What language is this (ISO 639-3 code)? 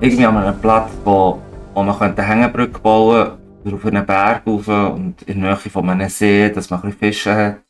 gsw